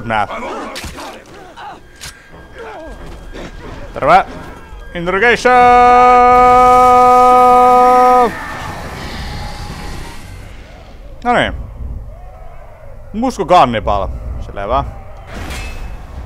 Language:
Finnish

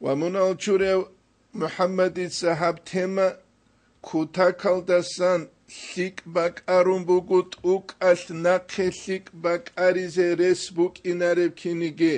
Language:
Avaric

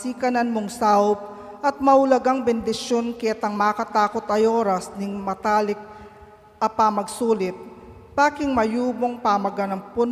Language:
Pampanga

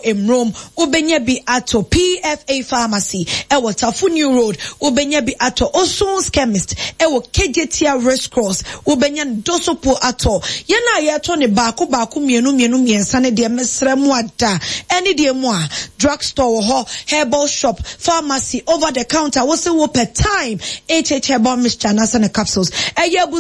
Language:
Akan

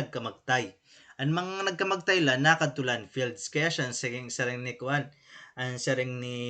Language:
Waray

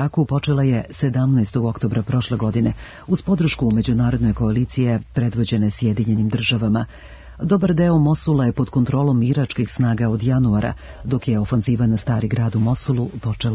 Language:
Serbian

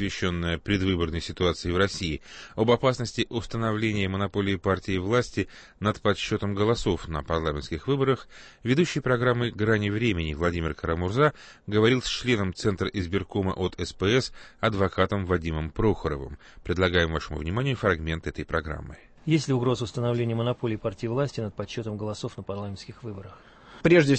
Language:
Russian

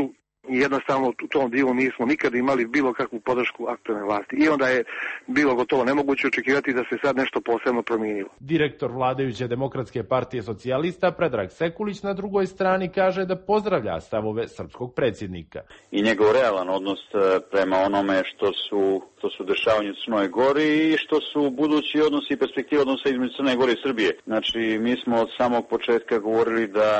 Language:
Bosnian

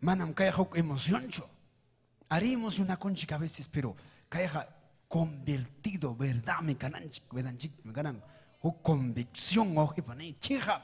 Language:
Ayacucho Quechua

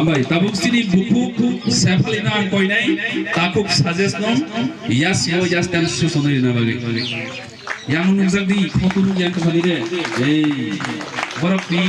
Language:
Kok Borok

